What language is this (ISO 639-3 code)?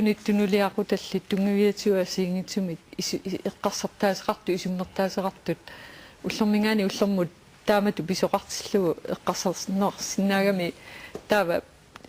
kal